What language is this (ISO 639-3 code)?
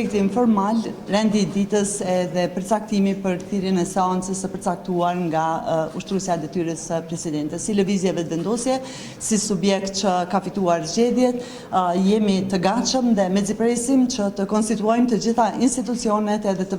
sqi